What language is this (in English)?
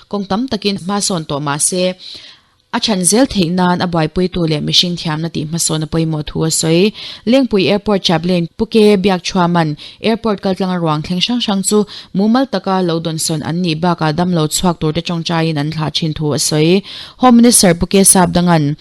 Mizo